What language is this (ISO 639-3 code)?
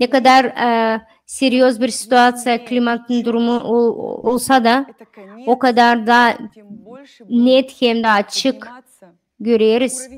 gag